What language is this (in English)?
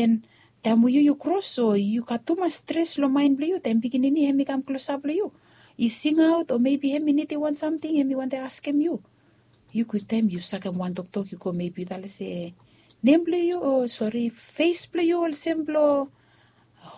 Bislama